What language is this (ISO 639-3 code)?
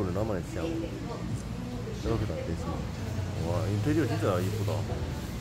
kor